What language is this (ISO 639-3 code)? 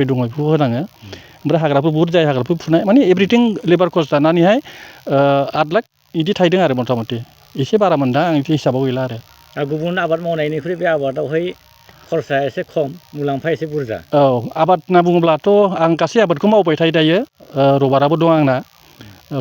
brx